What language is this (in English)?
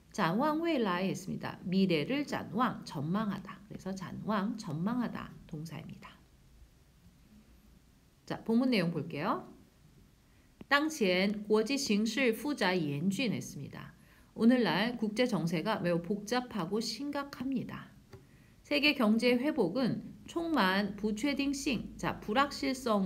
Korean